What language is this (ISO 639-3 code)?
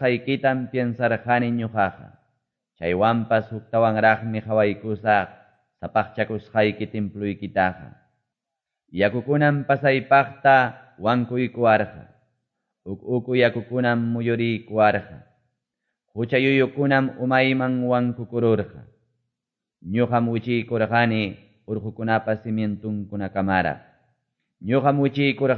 que